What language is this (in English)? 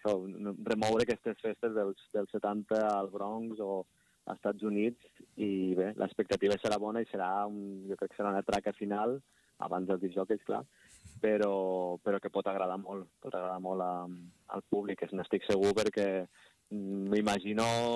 Catalan